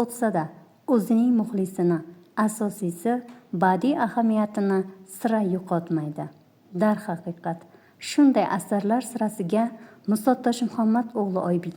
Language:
Uzbek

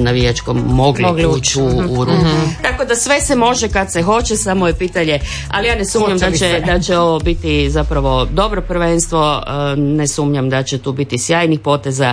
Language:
Croatian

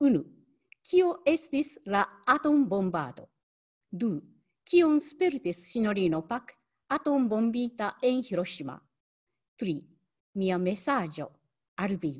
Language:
Esperanto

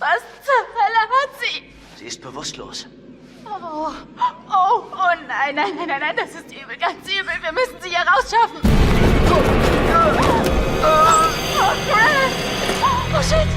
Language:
Swiss German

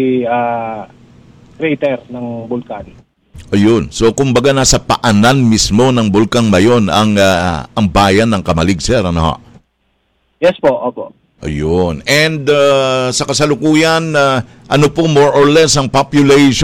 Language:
Filipino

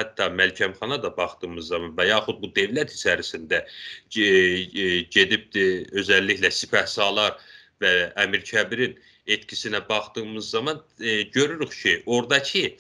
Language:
South Azerbaijani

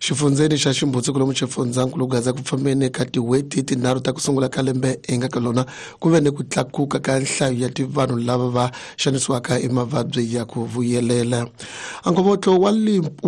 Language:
Tsonga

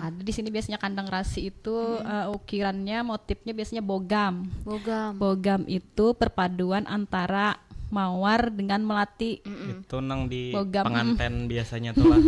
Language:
Banjar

